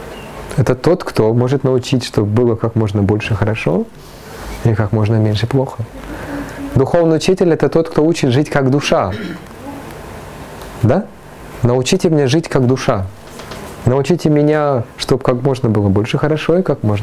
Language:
Russian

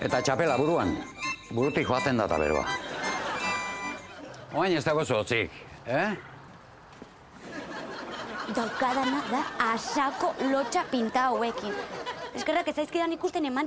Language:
Basque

